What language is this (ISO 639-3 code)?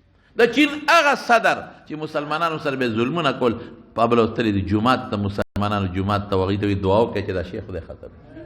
pus